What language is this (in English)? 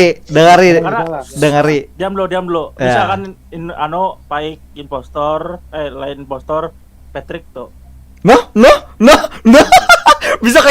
Banjar